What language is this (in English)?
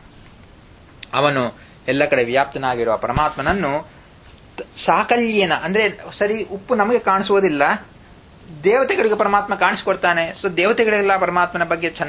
Kannada